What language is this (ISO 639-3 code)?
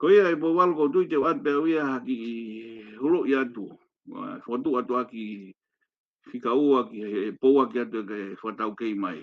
ton